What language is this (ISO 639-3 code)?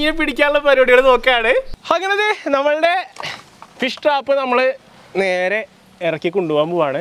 mal